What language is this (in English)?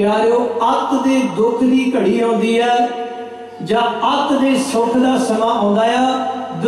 Punjabi